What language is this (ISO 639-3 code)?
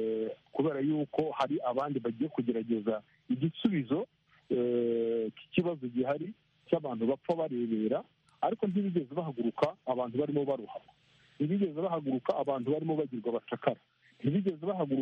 kin